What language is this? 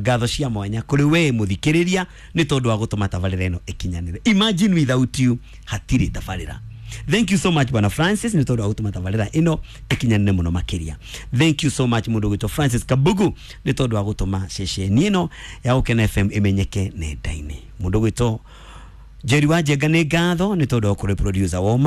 Kikuyu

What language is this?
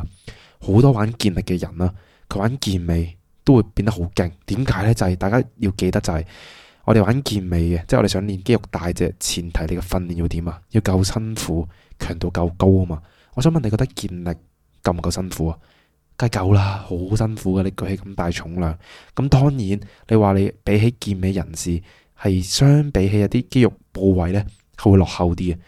Cantonese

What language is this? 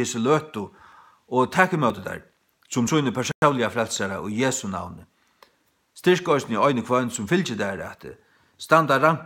Faroese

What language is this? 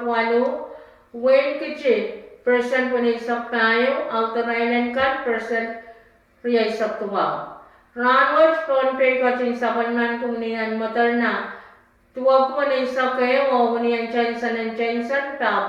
Pohnpeian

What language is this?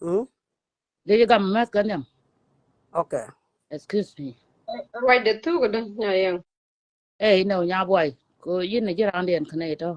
Nuer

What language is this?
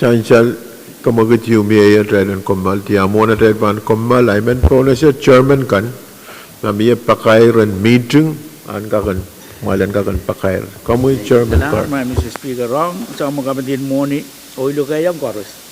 Pohnpeian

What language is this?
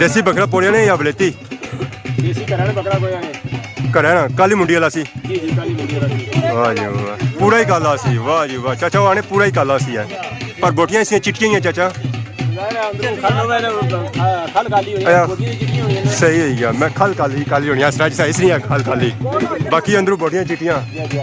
Pahari-Potwari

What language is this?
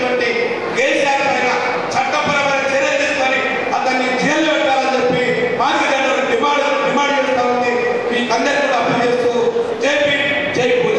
Telugu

